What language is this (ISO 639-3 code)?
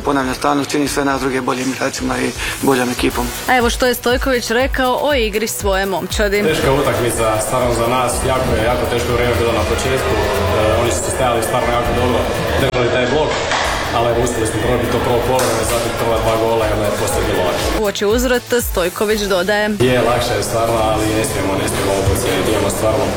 hrv